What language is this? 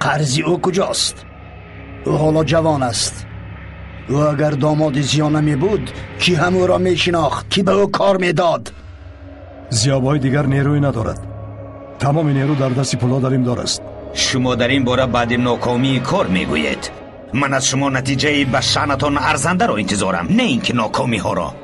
Persian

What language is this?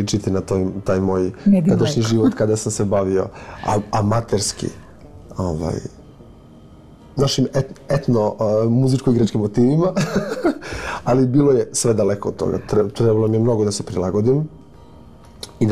Serbian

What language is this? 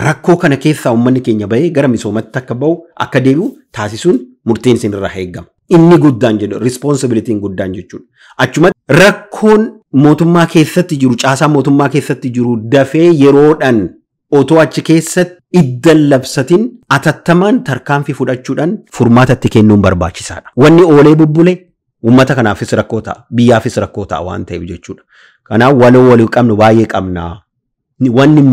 Oromo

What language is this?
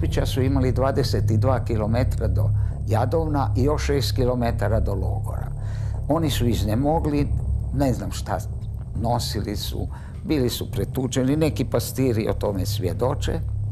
Croatian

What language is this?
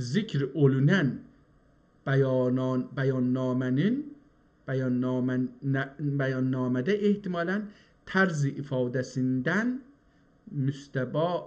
South Azerbaijani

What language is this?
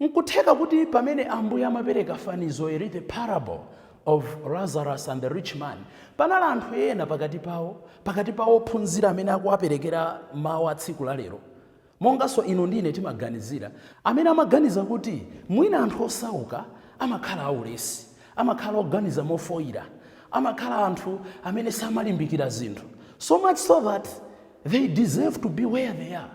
Nyanja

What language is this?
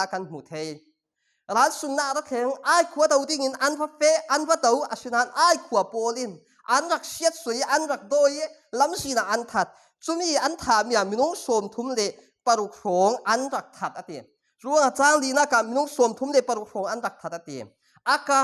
Falam Chin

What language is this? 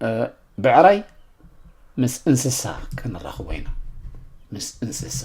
Tigrinya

